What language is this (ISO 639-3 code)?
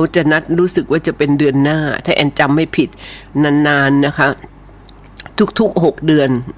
tha